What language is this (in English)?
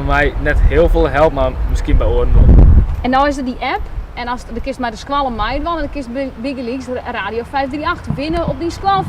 Western Frisian